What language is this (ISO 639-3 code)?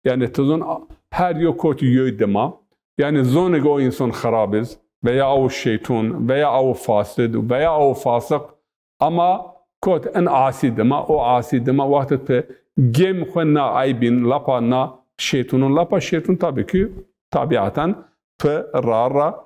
zza